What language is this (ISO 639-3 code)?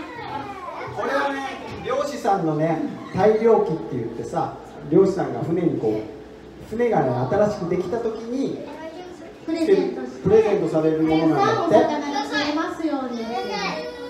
jpn